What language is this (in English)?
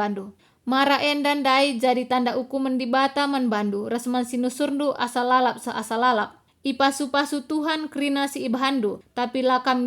Batak Karo